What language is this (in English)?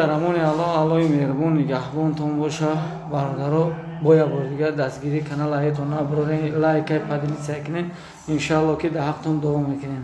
Tajik